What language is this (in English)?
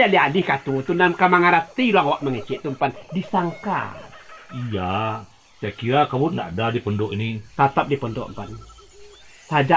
Minangkabau